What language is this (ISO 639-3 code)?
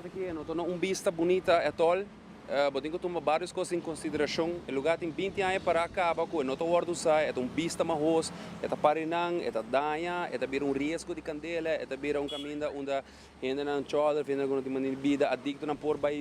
pap